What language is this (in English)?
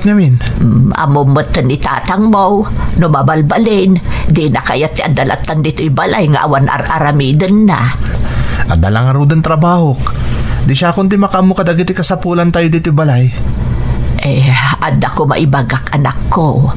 Iloko